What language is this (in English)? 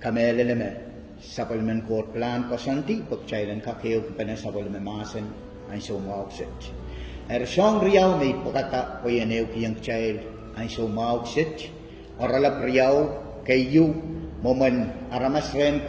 Pohnpeian